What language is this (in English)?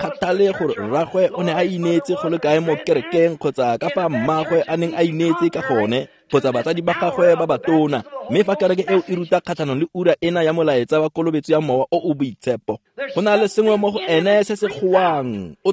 Tswana